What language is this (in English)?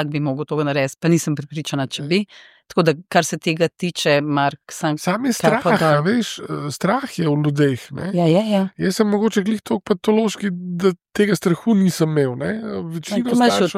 Slovenian